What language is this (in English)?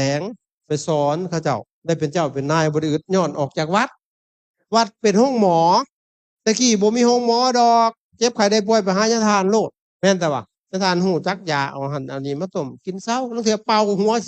Lao